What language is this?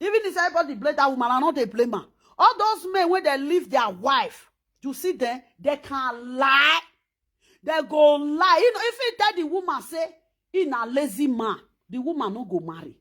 Nigerian Pidgin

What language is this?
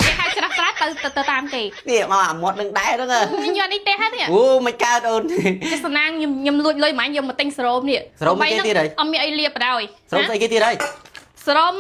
Khmer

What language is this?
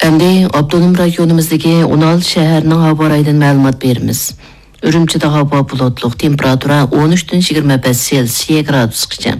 Uyghur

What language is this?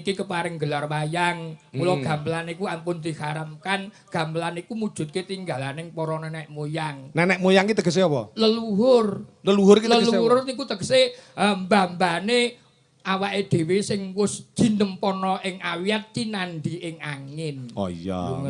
Javanese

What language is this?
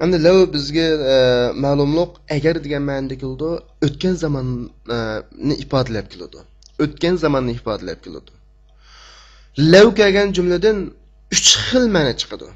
Uyghur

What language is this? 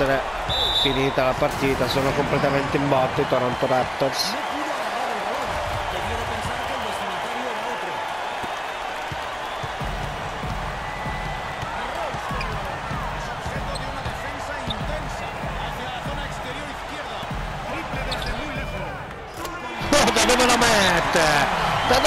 Italian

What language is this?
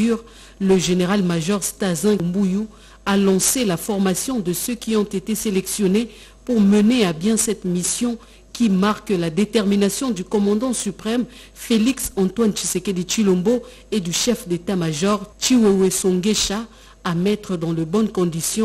French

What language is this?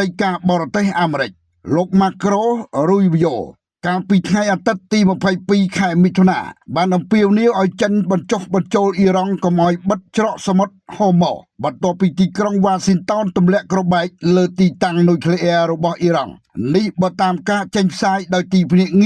Khmer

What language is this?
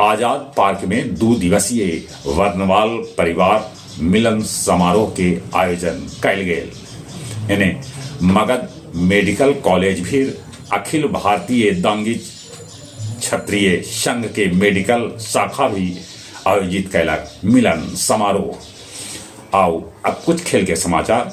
Magahi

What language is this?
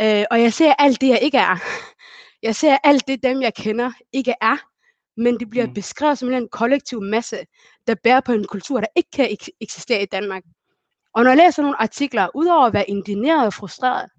Danish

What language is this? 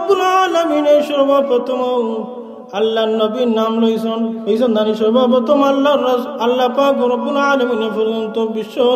Sylheti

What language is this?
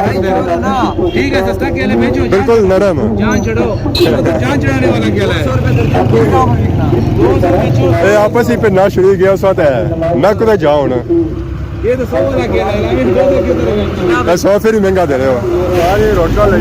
Pahari-Potwari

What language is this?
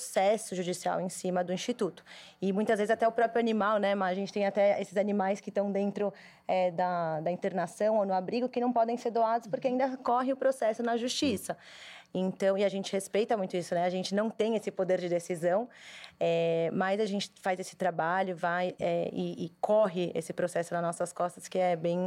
Portuguese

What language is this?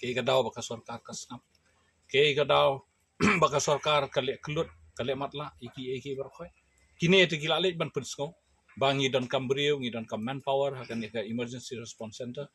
Khasi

